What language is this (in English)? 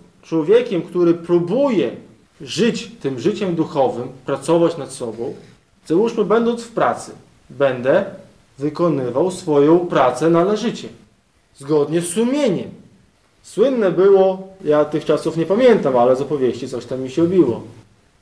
Polish